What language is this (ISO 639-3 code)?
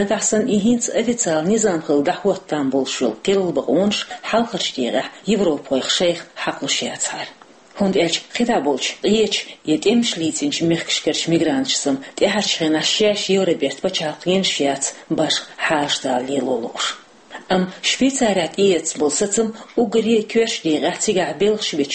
che